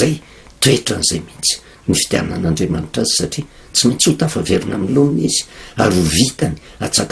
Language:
Malagasy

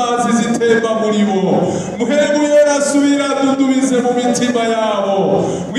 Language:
Rundi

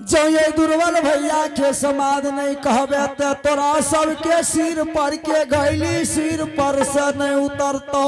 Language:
Angika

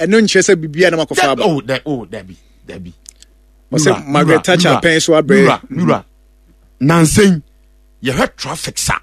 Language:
Akan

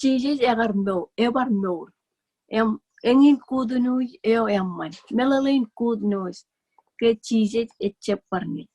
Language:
Marshallese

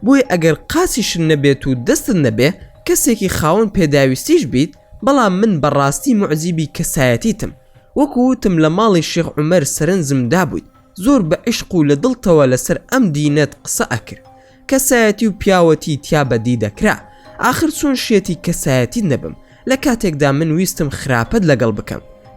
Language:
Central Kurdish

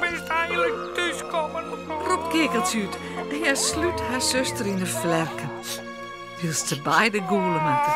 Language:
Western Frisian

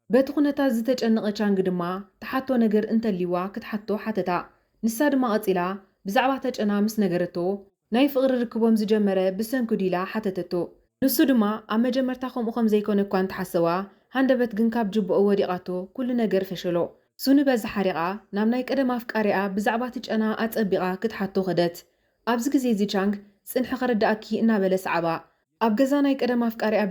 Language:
Tigrinya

